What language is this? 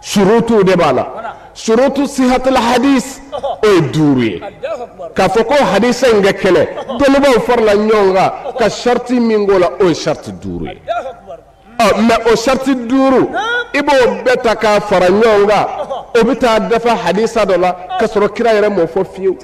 Bambara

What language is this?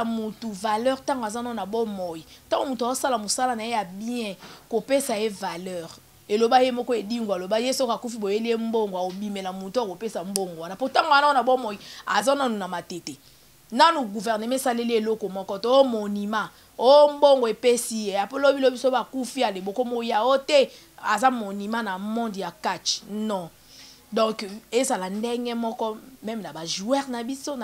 Lingala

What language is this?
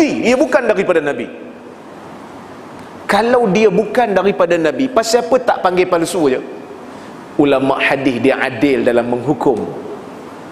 Malay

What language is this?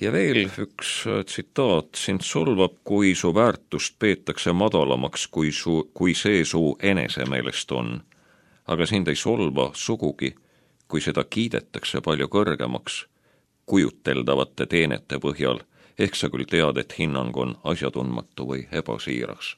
Estonian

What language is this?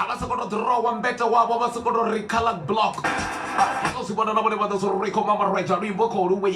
Venda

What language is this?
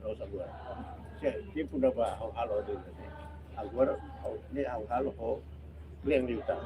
Tetum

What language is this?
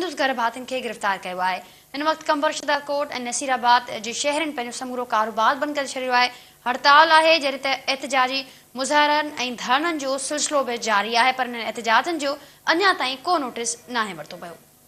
Sindhi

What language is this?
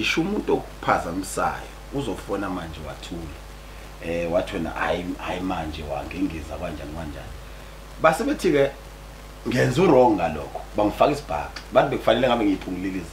Zulu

